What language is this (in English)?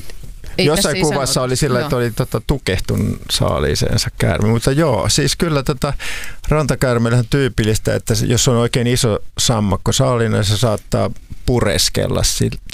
Finnish